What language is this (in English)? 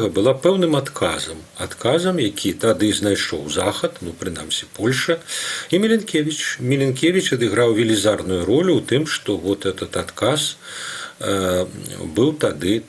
Belarusian